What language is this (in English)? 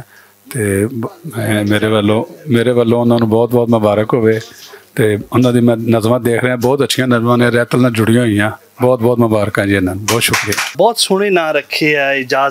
Western Panjabi